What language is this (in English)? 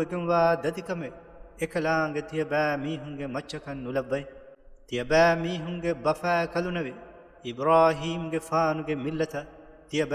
Divehi